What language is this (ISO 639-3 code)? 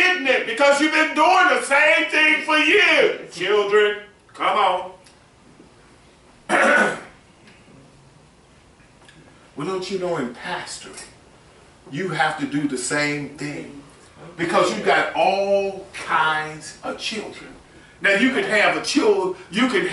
eng